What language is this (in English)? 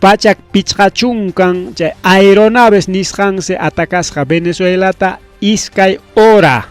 Ayacucho Quechua